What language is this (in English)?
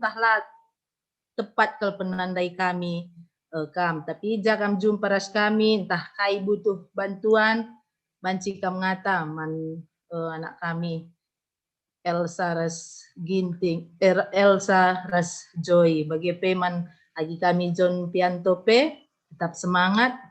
Batak Karo